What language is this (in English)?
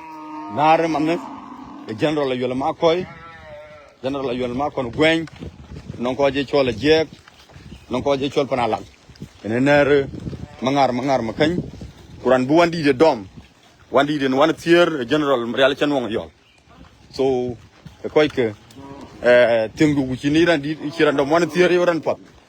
Dinka